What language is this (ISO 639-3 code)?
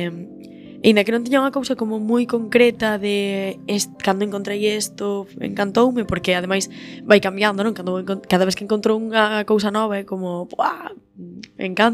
glg